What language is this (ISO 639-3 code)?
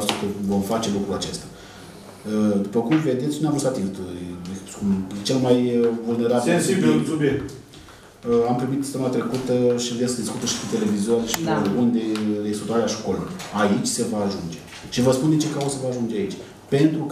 ron